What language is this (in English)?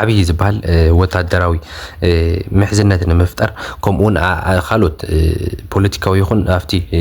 Tigrinya